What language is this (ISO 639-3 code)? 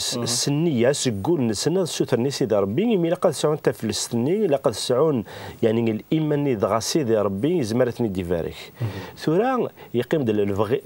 kab